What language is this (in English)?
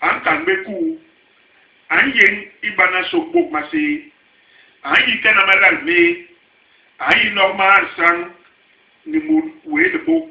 Basaa